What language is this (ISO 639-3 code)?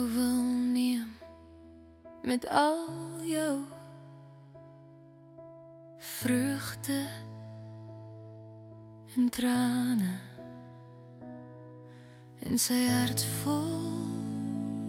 afr